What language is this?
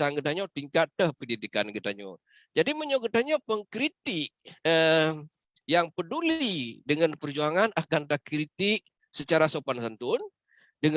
Achinese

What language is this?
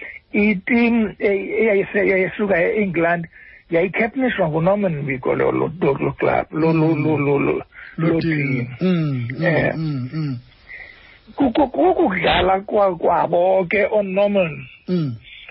Xhosa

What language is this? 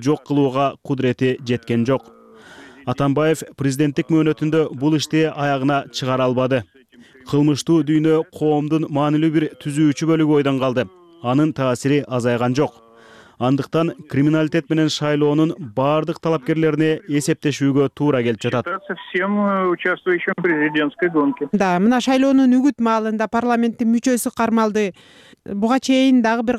Kyrgyz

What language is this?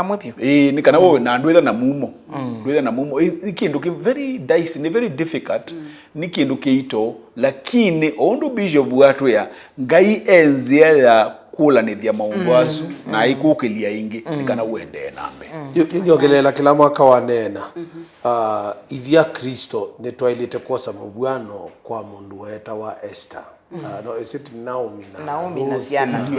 Kamba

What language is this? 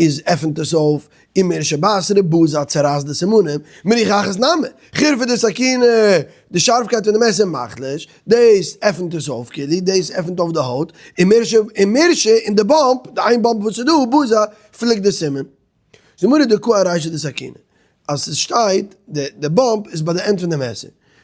Yiddish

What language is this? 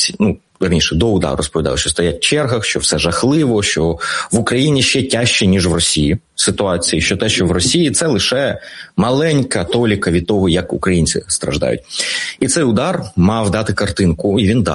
Ukrainian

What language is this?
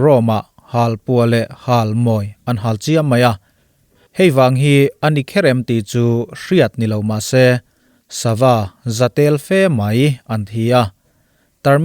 Mizo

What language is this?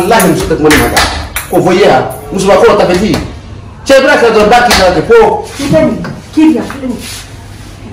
Bambara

